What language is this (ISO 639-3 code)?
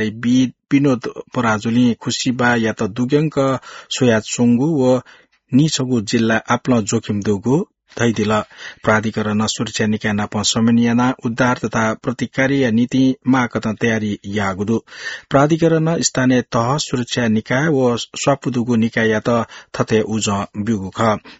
new